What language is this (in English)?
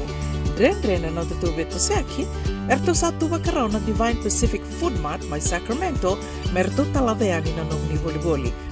Fijian